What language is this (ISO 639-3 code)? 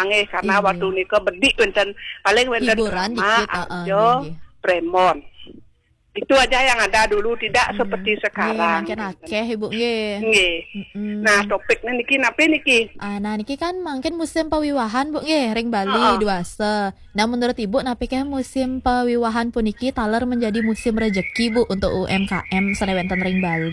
ban